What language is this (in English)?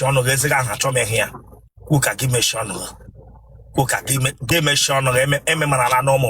Igbo